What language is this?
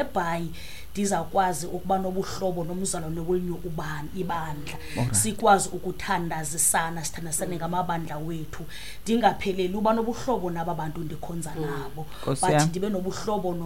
Xhosa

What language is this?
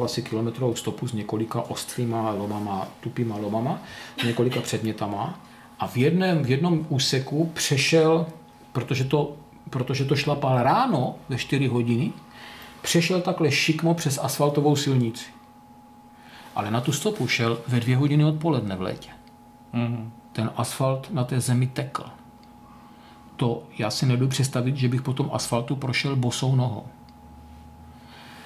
Czech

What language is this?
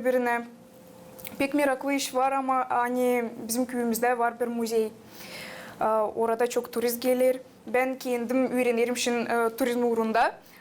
Gagauz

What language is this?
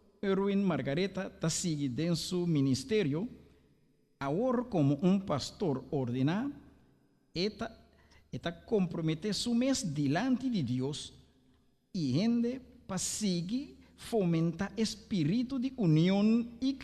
Papiamento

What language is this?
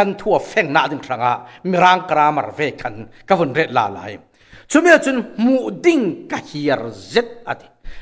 Falam Chin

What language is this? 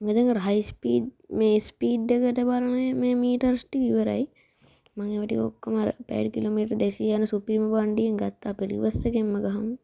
Sinhala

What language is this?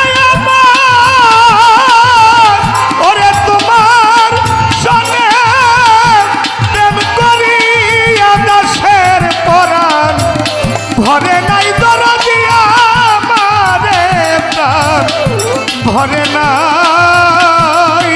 Bangla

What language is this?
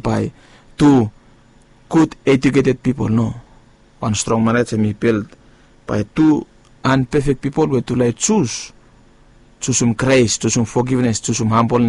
Bislama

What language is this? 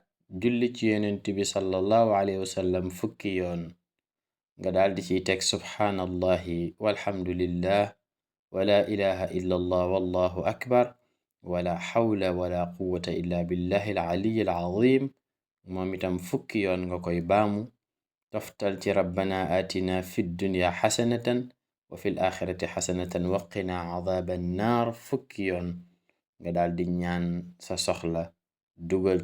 Wolof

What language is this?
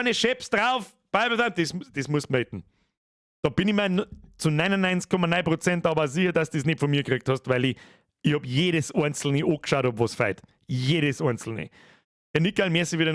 Bavarian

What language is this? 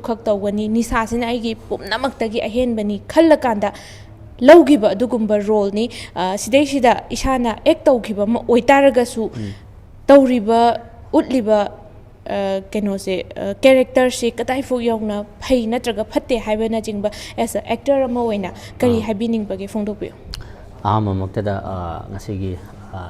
Manipuri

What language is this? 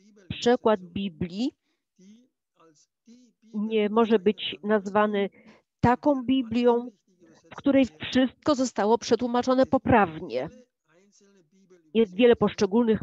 Polish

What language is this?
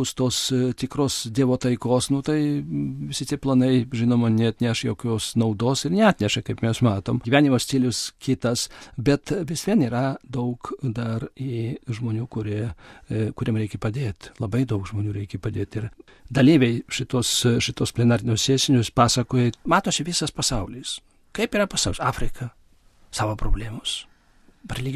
Lithuanian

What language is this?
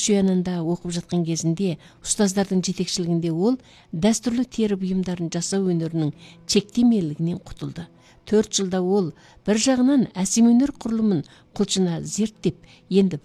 Kazakh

